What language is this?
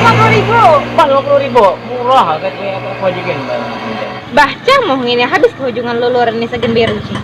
Banjar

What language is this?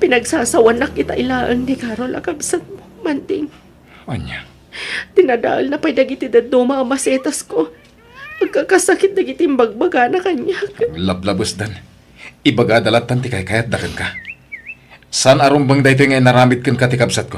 Iloko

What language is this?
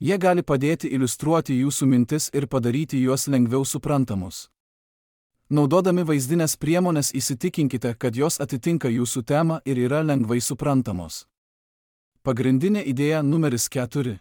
Lithuanian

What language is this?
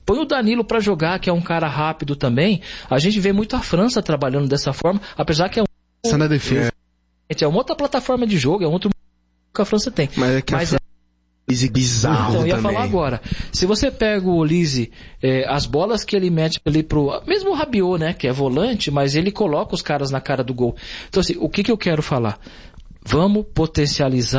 Portuguese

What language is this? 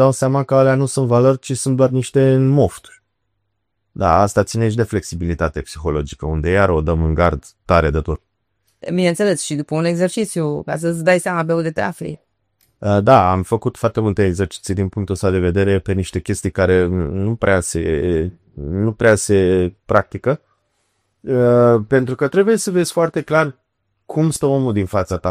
Romanian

